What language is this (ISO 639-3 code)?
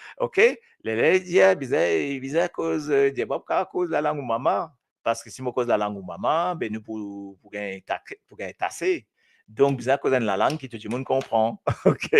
mfe